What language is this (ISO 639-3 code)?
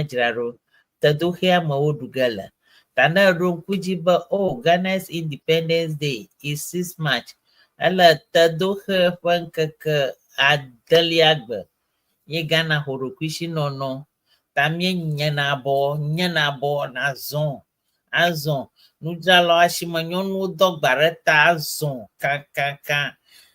ewe